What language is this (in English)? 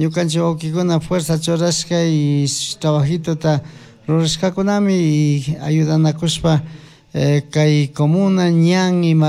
Chimborazo Highland Quichua